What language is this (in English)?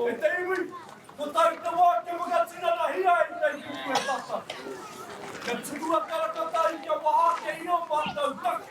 Māori